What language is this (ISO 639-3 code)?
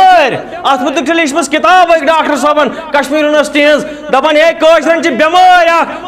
kas